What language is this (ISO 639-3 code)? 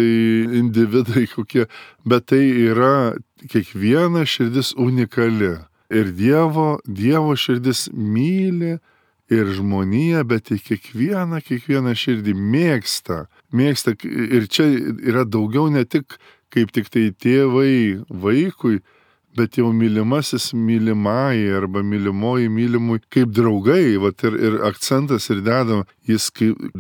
lit